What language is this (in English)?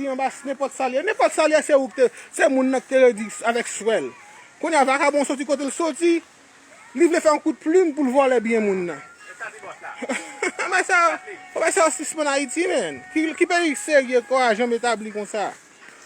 Haitian Creole